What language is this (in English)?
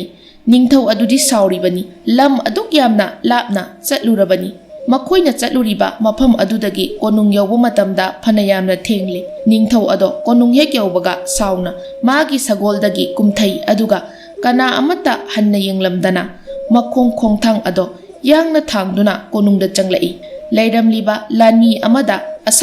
Manipuri